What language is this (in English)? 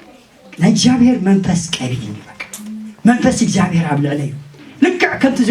Tigrinya